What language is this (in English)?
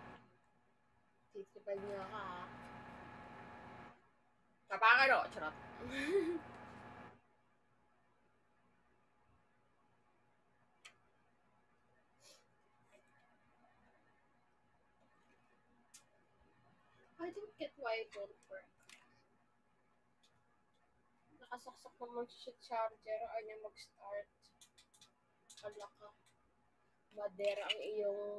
Filipino